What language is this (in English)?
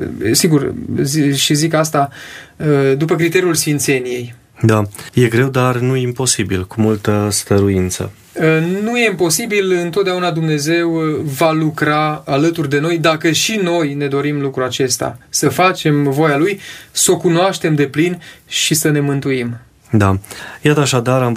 Romanian